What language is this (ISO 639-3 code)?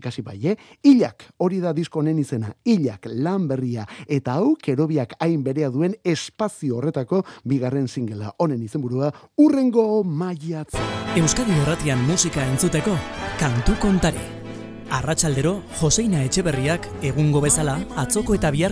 eus